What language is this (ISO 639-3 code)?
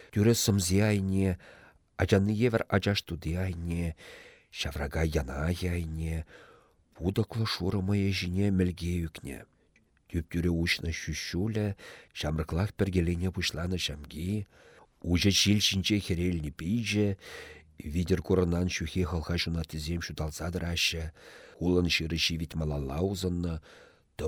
chv